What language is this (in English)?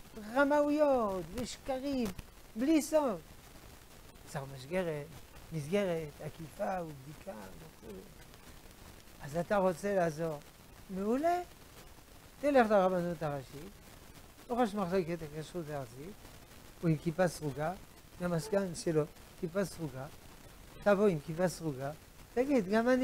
Hebrew